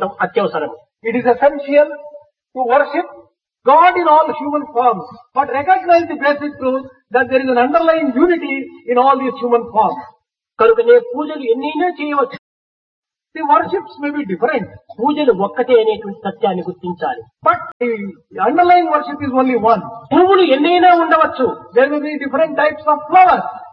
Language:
Telugu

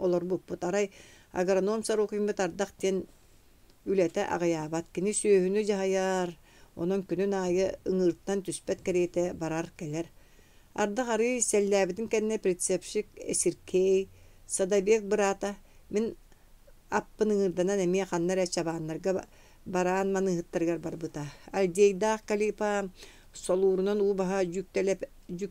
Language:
Yakut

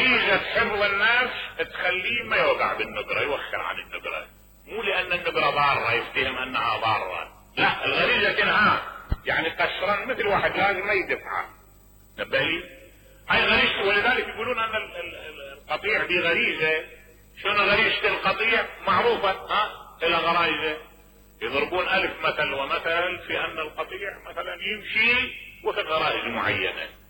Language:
Mesopotamian Arabic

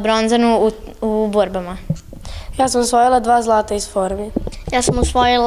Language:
Serbian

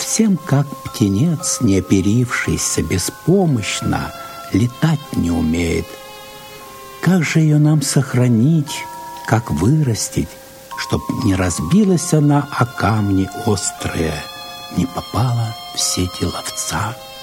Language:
Russian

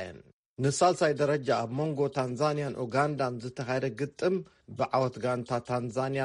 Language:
Tigrinya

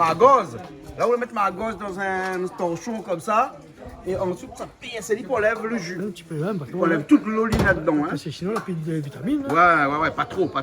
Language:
Réunion Creole French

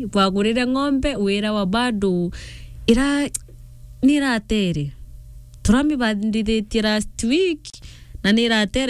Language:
Meru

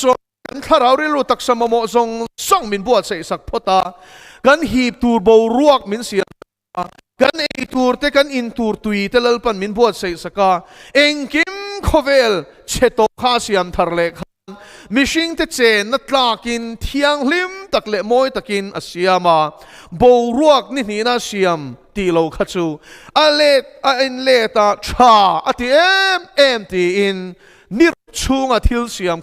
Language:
Mizo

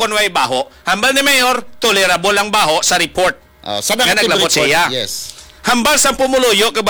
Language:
Hiligaynon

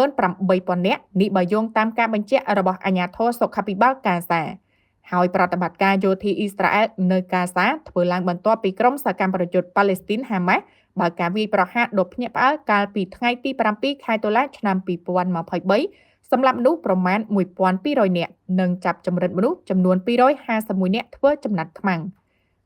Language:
Khmer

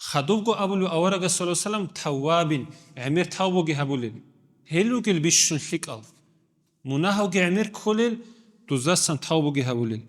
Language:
Avaric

